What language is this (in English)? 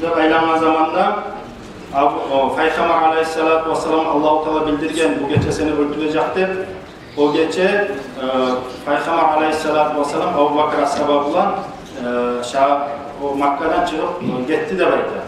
Kumyk